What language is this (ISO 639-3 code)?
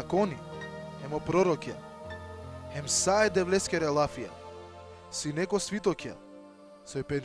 rmn